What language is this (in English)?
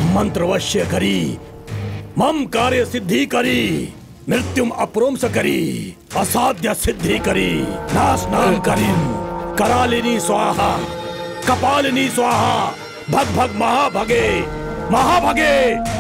Bhojpuri